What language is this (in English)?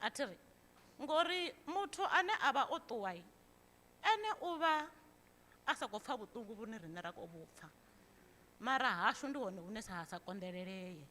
Venda